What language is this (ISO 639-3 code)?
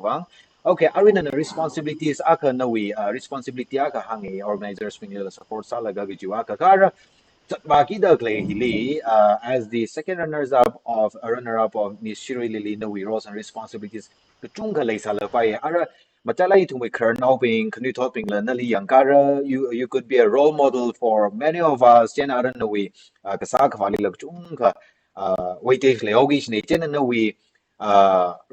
nmf